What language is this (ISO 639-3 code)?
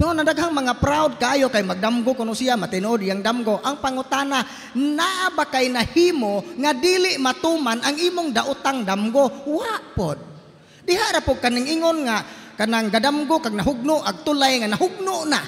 ceb